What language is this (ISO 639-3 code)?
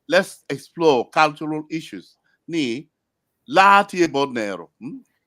ach